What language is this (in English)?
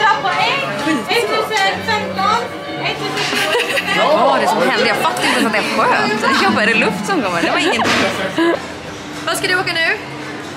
Swedish